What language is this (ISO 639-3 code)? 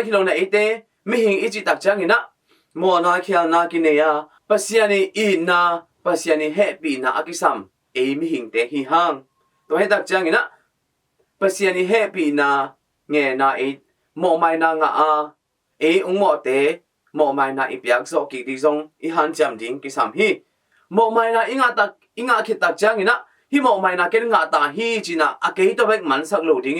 ctd